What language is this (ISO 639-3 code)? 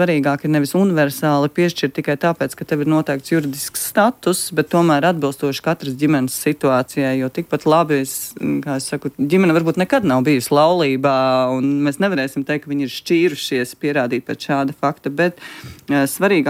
lav